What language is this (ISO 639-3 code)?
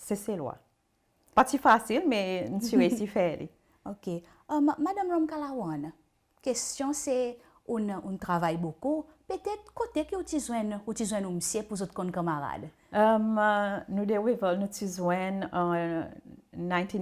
crs